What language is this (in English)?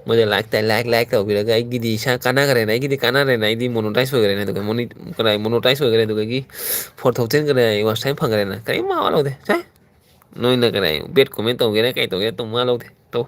Manipuri